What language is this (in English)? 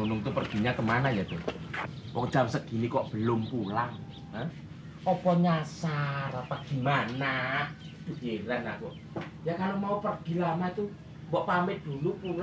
Betawi